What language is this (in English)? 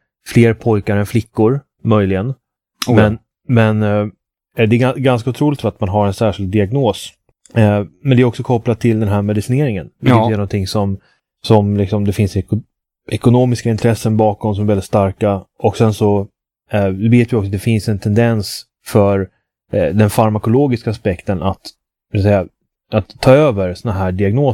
Swedish